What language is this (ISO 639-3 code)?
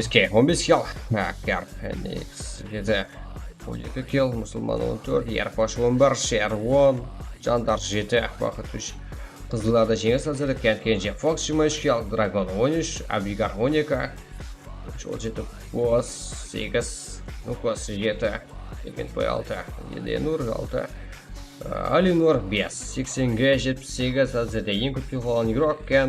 kaa